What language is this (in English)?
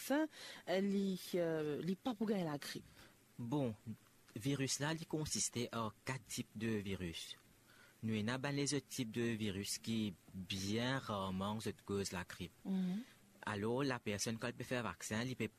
Morisyen